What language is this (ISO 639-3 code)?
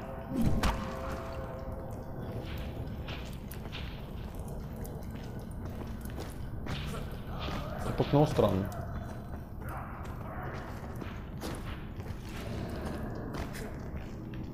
bul